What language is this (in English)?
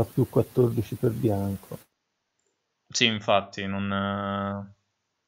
Italian